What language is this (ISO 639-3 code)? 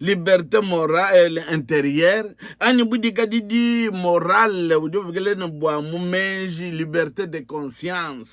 lua